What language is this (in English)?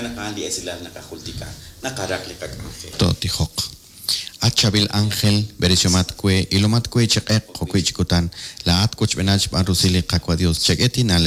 Kekchí